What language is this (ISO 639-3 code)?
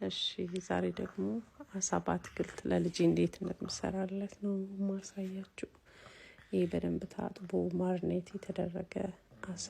amh